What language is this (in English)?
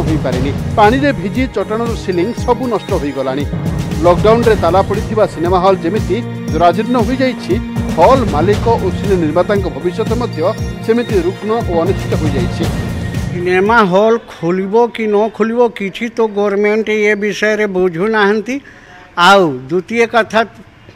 Odia